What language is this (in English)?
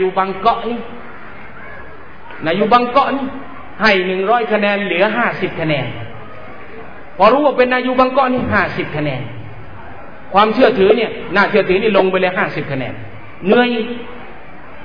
Thai